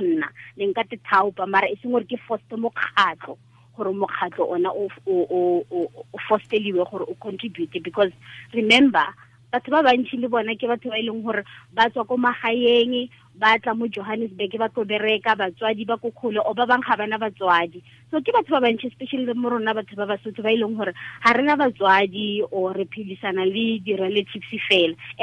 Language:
Tswana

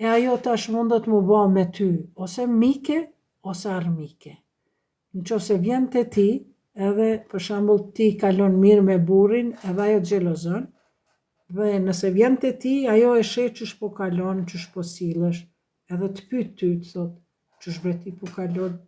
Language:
Albanian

